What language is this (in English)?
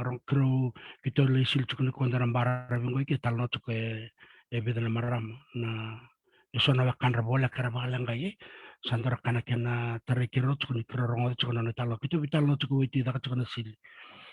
Fijian